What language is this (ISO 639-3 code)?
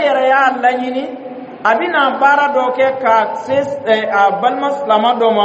dyu